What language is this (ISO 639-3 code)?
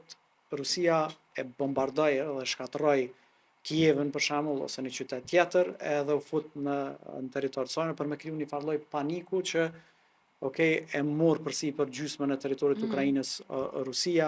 sqi